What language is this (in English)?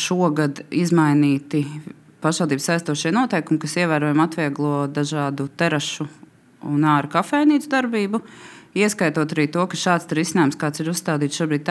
Latvian